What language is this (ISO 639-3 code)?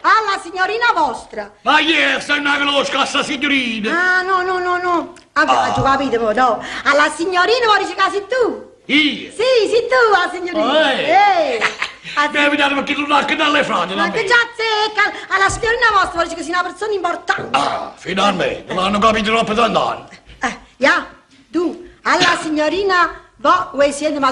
nap